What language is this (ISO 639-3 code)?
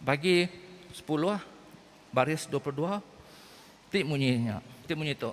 iba